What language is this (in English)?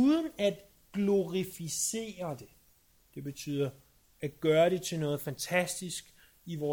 Danish